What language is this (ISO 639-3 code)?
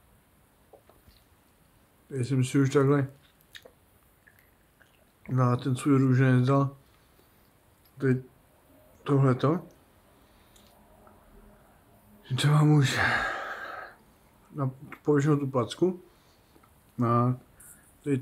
ces